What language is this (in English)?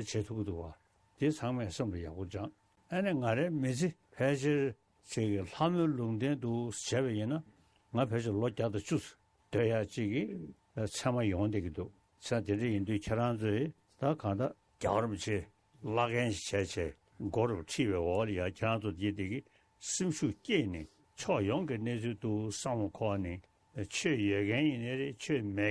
Tibetan